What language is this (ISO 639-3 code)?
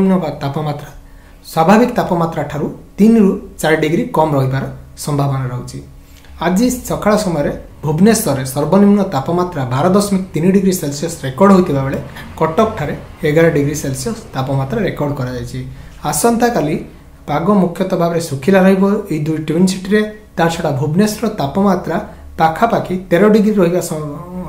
ori